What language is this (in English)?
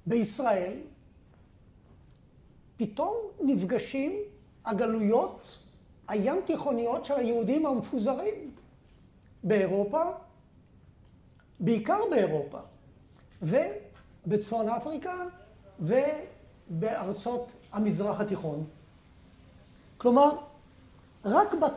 Hebrew